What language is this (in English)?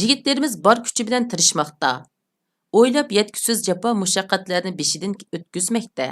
Uyghur